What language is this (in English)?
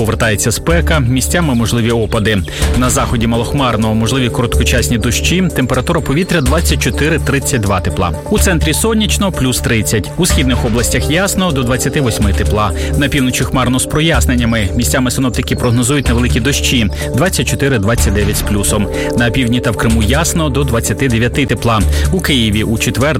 Ukrainian